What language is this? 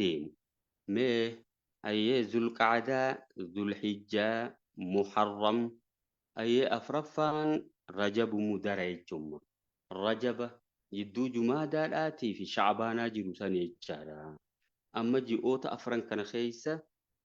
Oromo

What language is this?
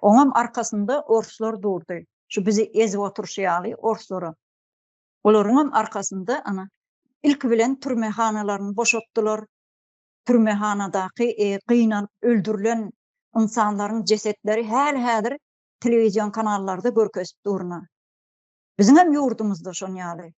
Turkmen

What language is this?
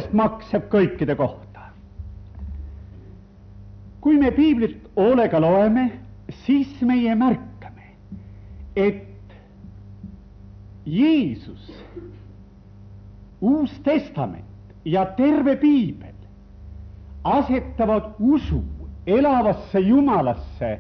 Estonian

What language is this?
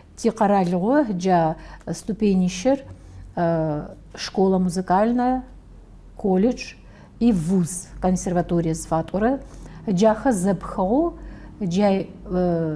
Adyghe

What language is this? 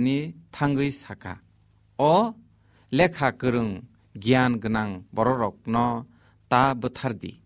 Kok Borok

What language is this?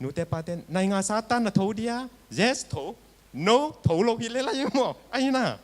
Tedim Chin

